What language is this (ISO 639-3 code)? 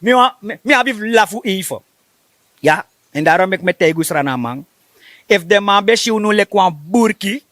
srn